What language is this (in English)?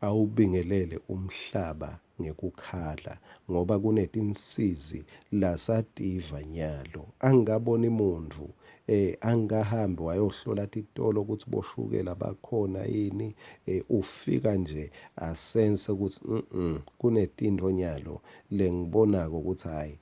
Swati